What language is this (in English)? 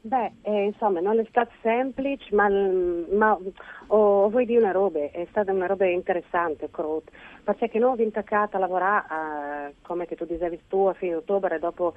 Friulian